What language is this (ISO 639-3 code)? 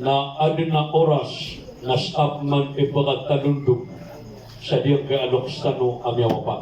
mrw